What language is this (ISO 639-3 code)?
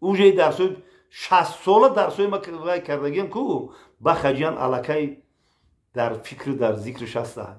tgk